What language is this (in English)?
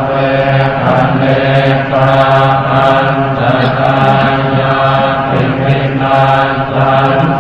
Pali